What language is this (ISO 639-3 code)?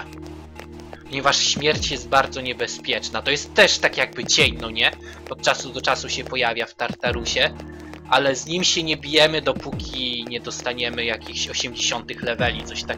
pol